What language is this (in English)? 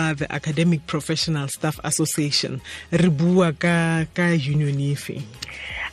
Tswana